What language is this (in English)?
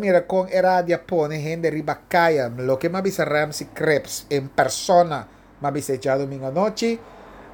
Papiamento